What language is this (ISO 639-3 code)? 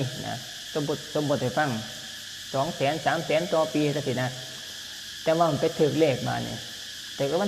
lao